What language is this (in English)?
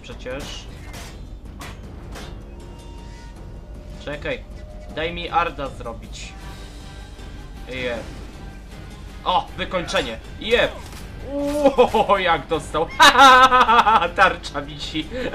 Polish